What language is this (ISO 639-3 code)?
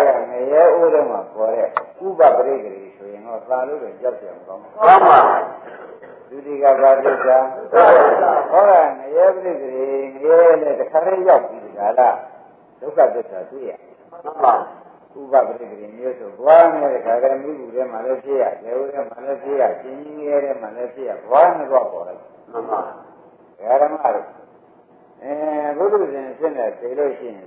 mya